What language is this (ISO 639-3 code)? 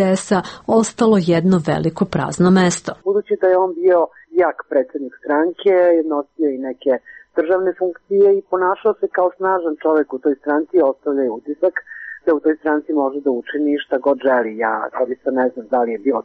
srp